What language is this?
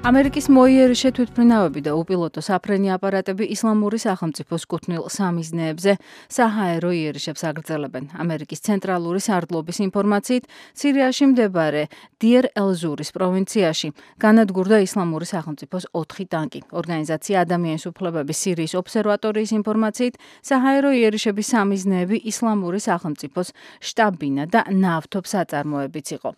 Georgian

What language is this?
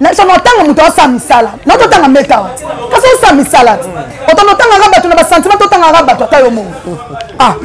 Lingala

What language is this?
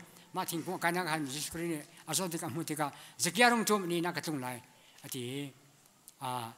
Hakha Chin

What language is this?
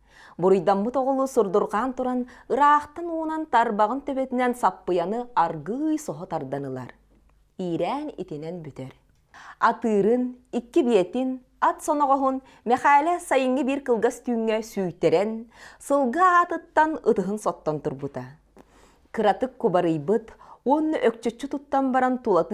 Yakut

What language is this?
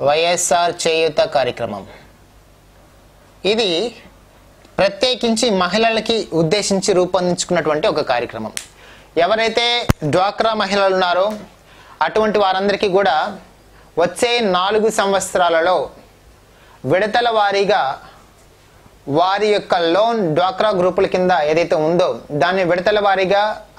Telugu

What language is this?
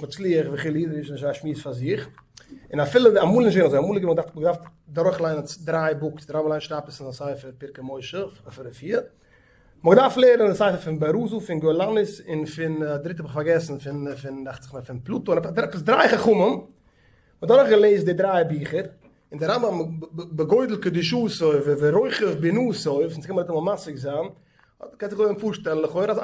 Yiddish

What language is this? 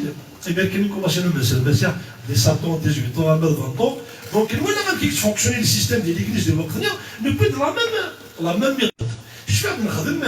Kabyle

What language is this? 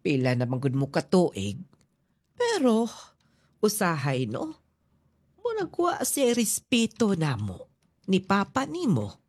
Cebuano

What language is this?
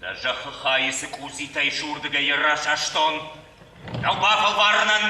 Ossetic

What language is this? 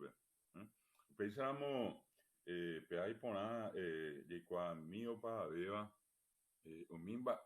Guarani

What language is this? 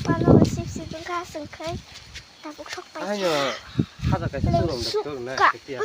Kok Borok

